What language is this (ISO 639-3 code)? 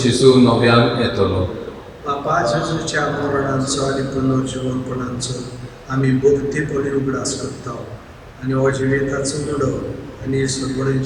kok